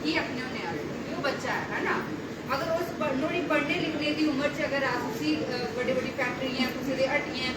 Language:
Dogri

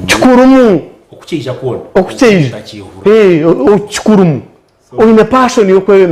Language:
Nyankole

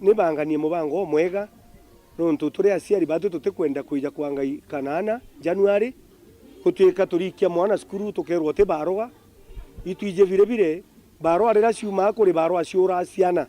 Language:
Meru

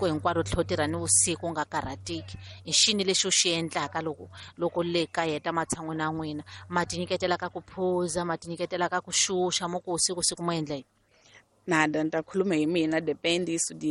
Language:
Tsonga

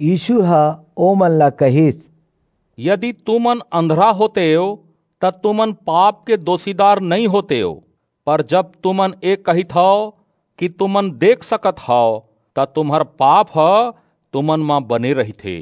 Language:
Chhattisgarhi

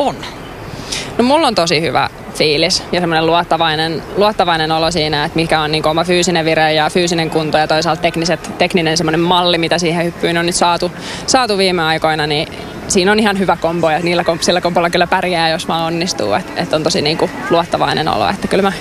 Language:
Finnish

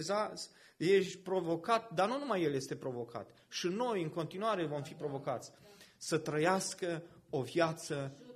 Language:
Romanian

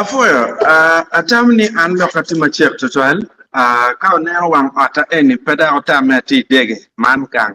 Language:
Acoli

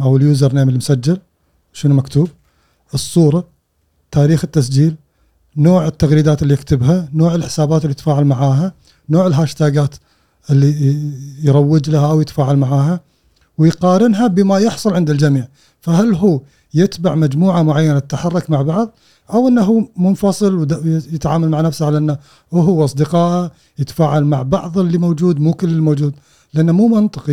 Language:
Gulf Arabic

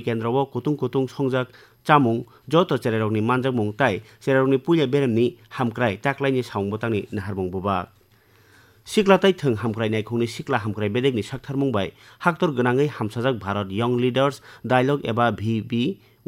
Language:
Kok Borok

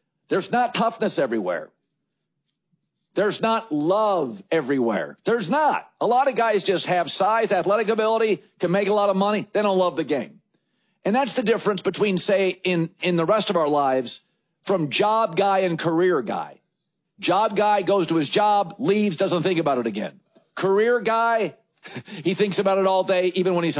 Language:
English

